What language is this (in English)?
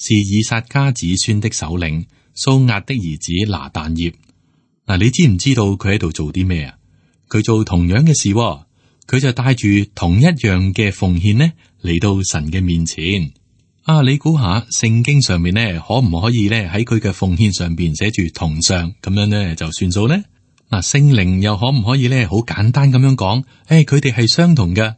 Cantonese